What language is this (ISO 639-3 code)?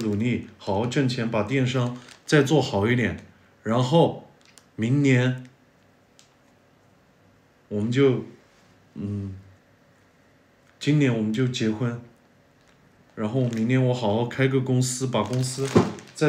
zho